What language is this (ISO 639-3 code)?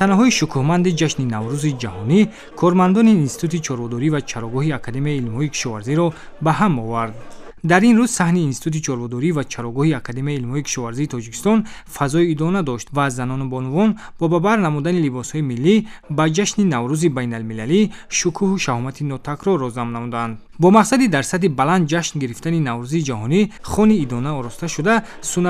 tgk